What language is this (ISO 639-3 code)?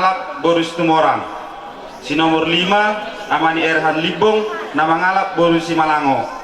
bbc